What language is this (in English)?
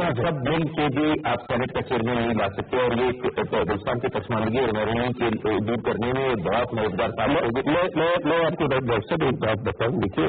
Urdu